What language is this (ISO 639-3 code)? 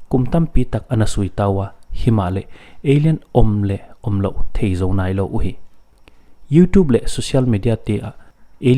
pck